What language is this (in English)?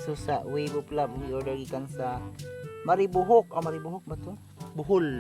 Cebuano